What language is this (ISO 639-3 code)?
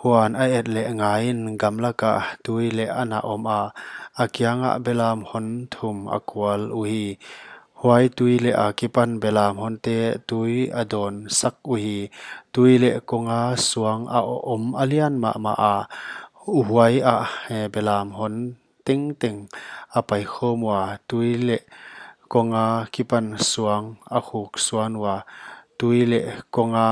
pck